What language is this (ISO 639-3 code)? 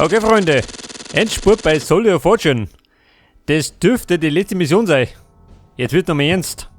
bar